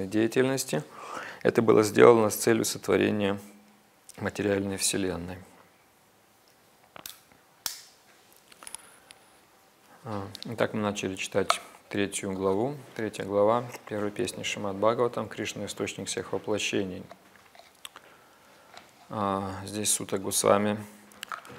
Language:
Russian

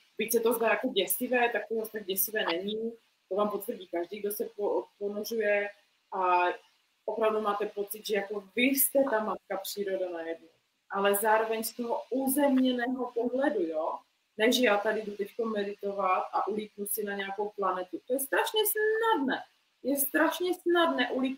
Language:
Czech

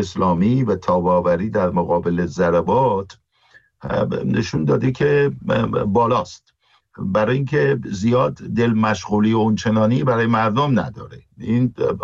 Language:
Persian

